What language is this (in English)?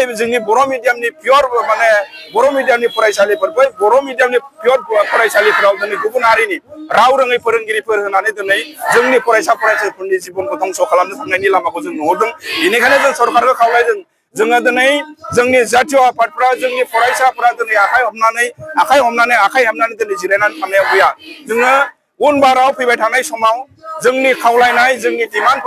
Bodo